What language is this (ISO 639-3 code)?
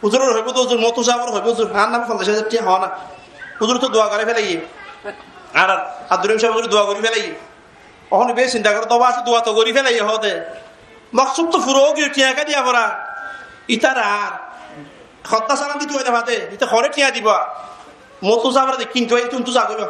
rhg